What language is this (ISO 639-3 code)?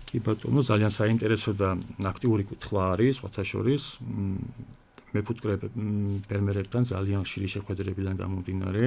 kat